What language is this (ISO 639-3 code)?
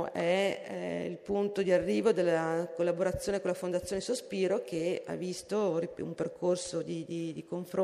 ita